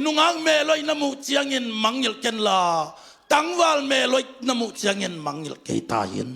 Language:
Tedim Chin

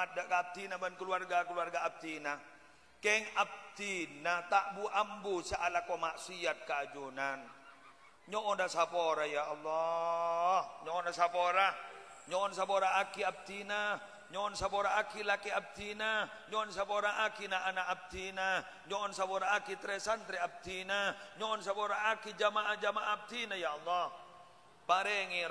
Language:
Madurese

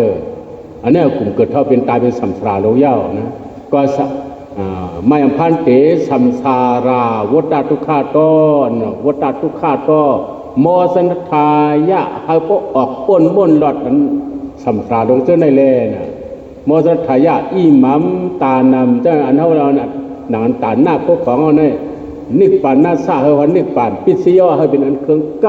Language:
Shan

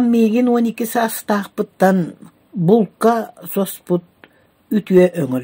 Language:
Yakut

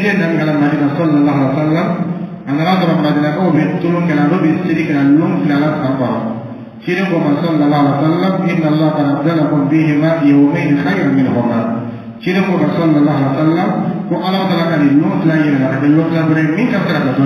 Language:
Dyula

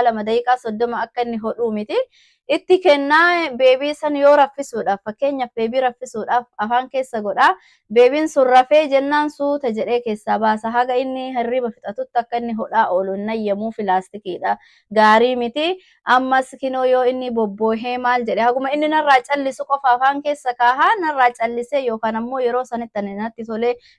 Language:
Oromo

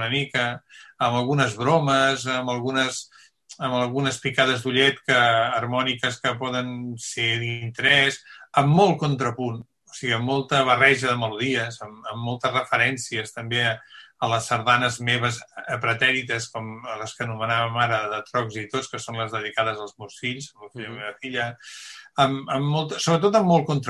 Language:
Catalan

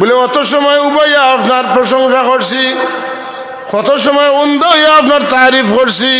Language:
Sylheti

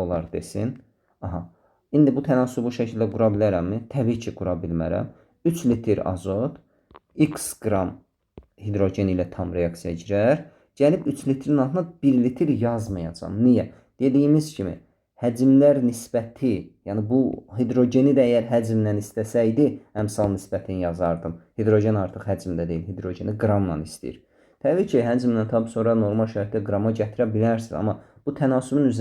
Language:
Azerbaijani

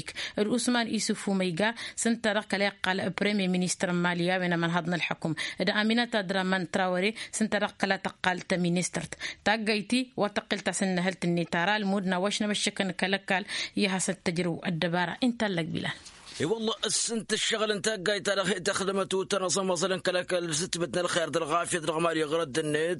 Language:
Tamasheq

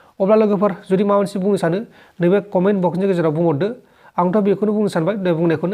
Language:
Bodo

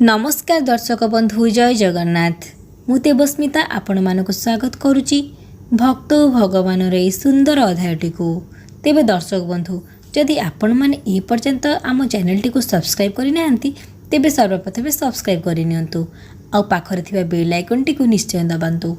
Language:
Odia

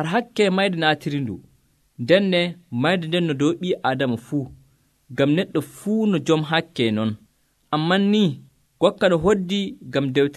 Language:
Nigerian Fulfulde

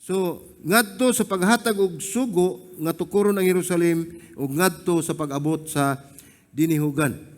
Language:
Cebuano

